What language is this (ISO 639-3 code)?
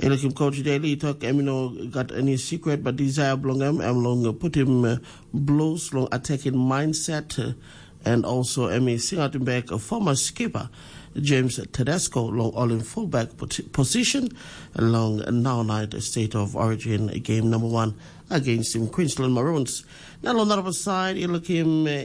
tpi